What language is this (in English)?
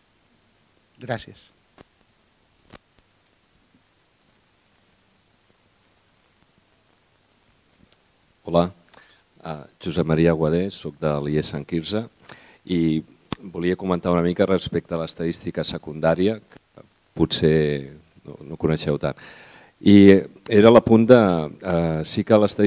Catalan